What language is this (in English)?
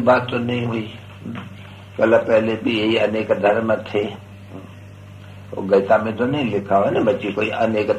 Hindi